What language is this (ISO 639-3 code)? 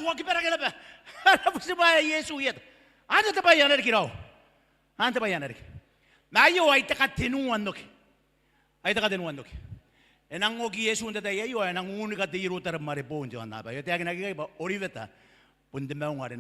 gil